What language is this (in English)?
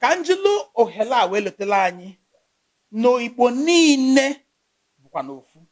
Igbo